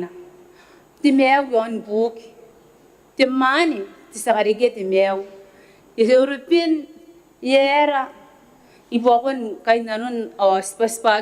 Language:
Gilbertese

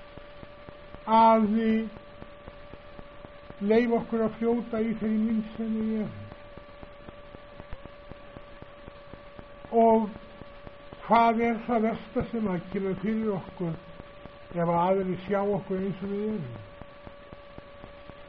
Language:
Icelandic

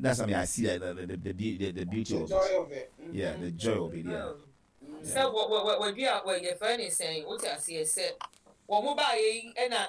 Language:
Akan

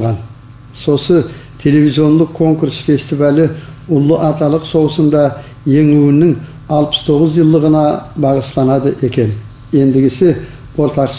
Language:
Kumyk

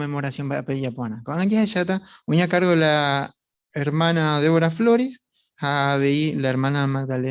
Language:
Guarani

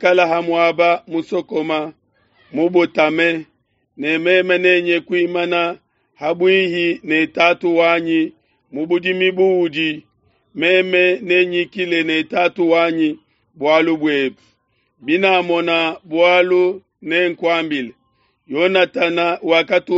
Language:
Luba-Lulua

